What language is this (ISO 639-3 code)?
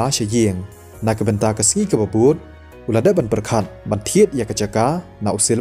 kha